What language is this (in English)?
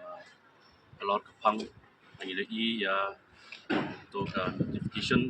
Khasi